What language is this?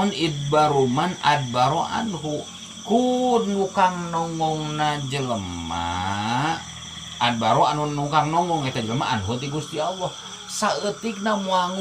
Sundanese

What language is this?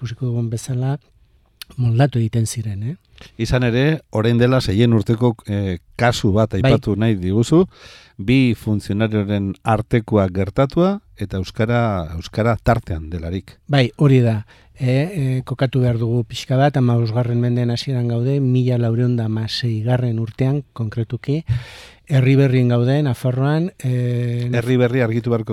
Basque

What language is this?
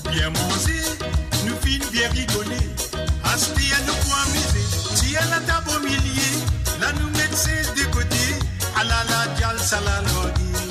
Morisyen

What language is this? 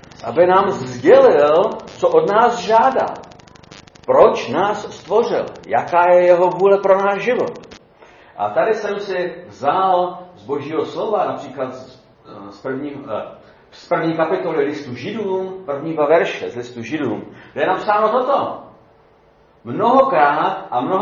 Czech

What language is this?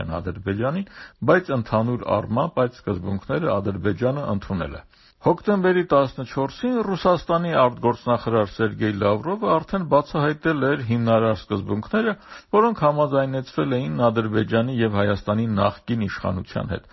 Armenian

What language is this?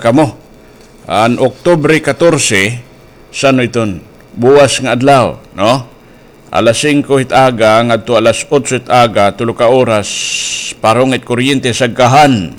Waray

